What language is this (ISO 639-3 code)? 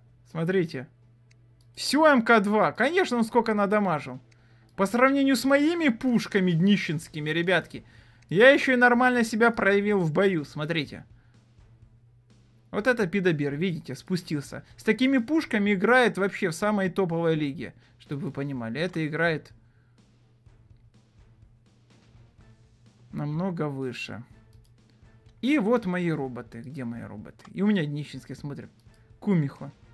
rus